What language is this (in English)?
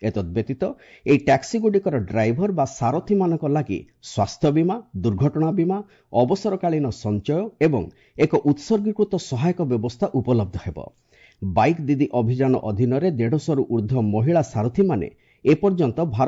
Odia